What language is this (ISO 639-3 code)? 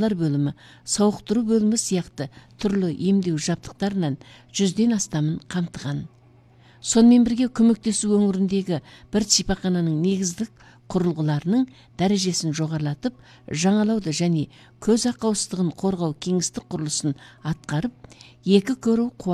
kaz